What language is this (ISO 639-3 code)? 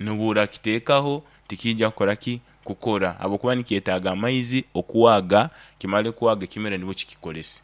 nyn